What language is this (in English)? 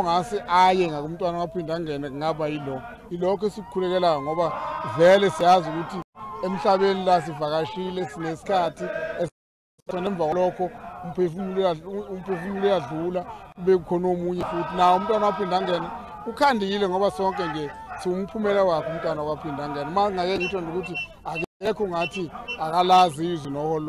Zulu